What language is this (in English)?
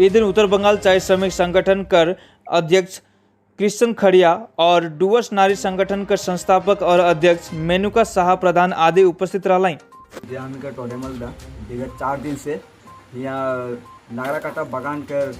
Sadri